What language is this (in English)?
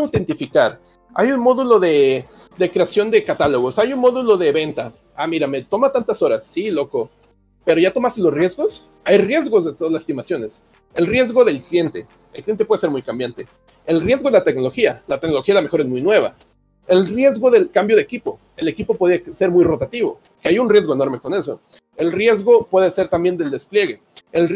Spanish